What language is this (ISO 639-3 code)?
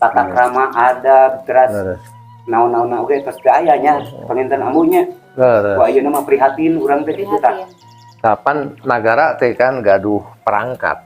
sun